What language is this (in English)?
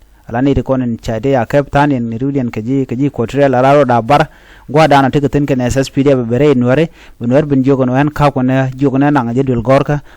Nuer